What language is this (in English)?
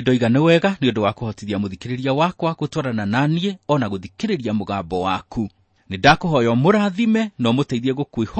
Kikuyu